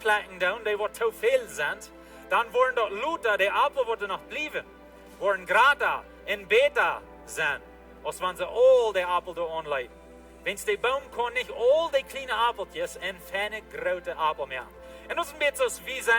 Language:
Plautdietsch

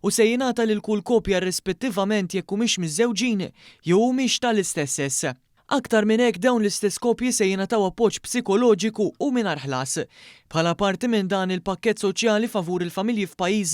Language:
Maltese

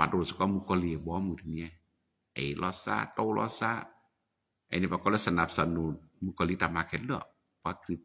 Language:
S'gaw Karen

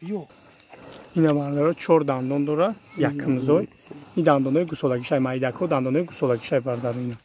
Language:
Tajik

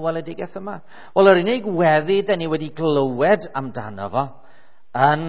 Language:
Welsh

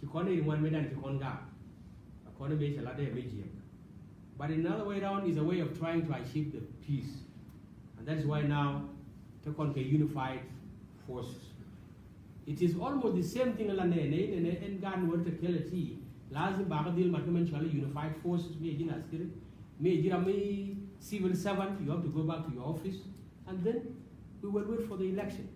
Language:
Nuer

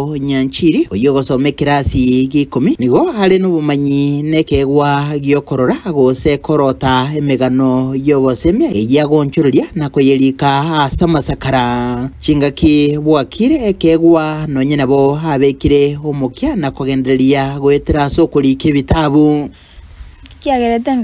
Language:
Gusii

